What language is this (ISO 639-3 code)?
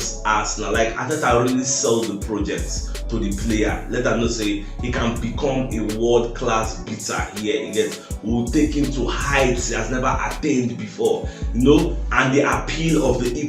pcm